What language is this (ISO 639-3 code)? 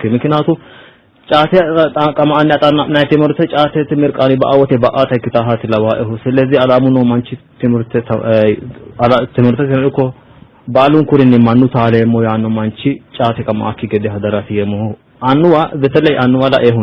sid